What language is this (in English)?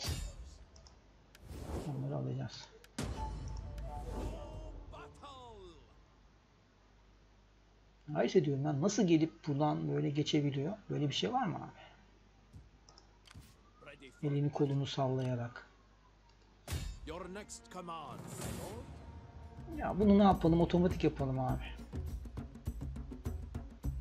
Turkish